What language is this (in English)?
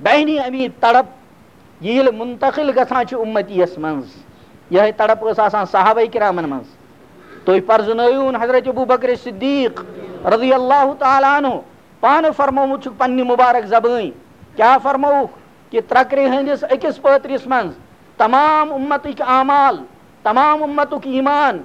Kashmiri